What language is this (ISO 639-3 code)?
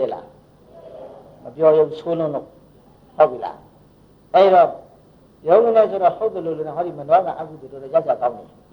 mya